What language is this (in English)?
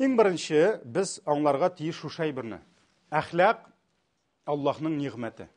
Tatar